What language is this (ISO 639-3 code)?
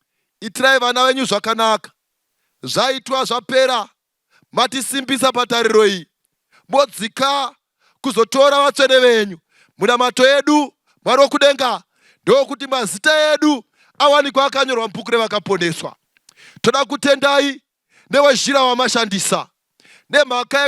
sna